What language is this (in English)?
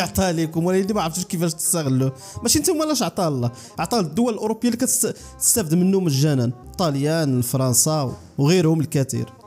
Moroccan Arabic